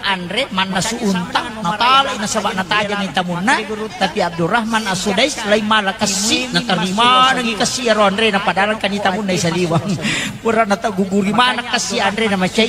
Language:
Buginese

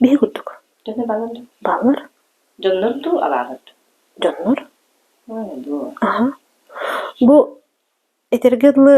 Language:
Yakut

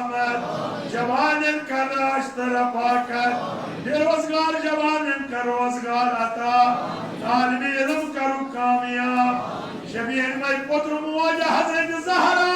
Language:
Kashmiri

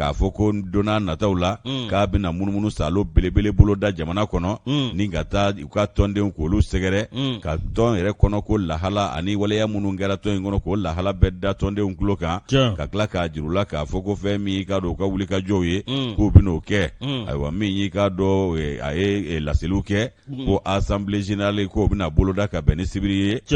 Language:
Bambara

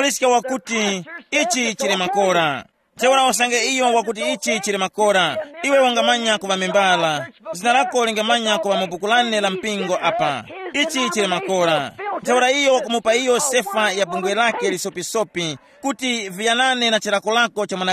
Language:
Tumbuka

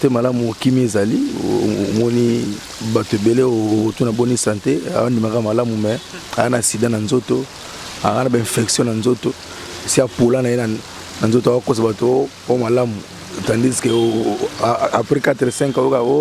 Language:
Lingala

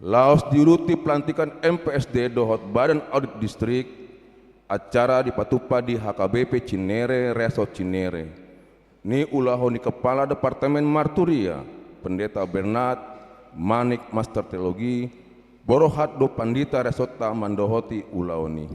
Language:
Batak Toba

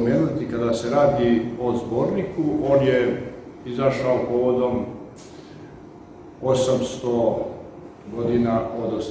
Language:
Serbian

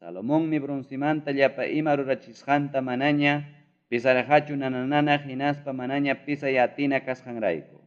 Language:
Ayacucho Quechua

